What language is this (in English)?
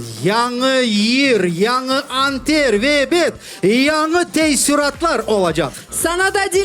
Crimean Tatar